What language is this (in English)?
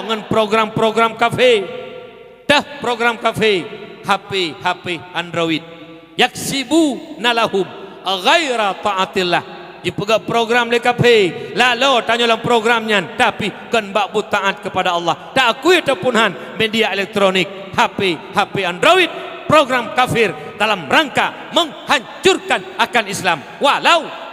Achinese